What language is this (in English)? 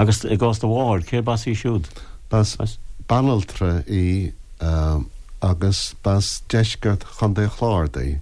Irish